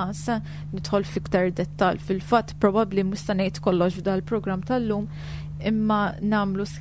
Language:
Maltese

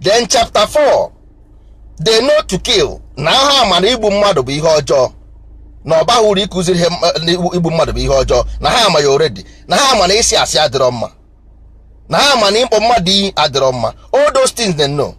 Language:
Igbo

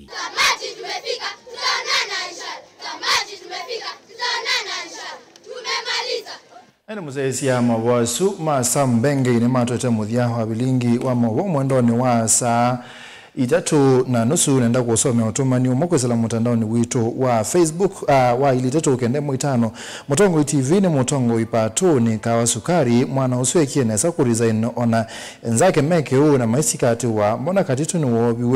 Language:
Kamba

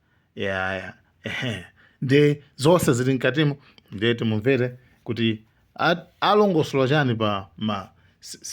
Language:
Nyanja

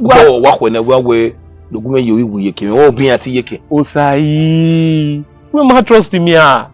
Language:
Bini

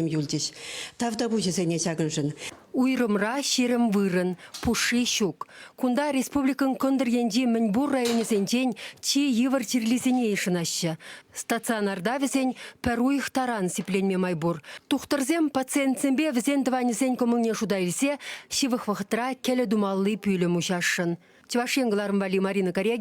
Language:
Chuvash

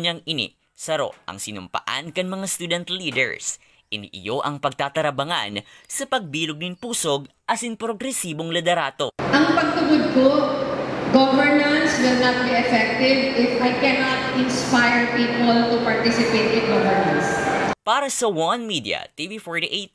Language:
Bikol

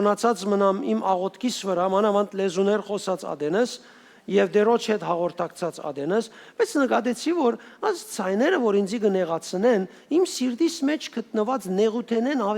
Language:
Western Armenian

